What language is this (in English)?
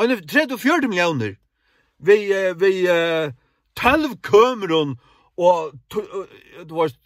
Faroese